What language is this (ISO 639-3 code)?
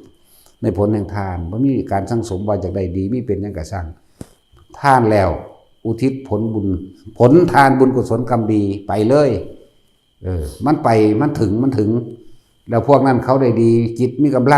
tts